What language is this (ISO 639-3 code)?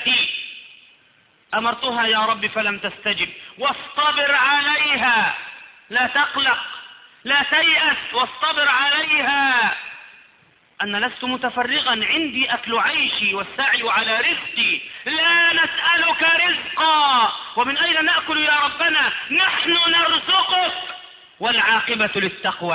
ara